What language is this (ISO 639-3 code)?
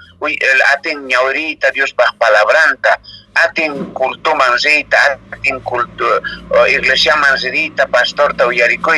que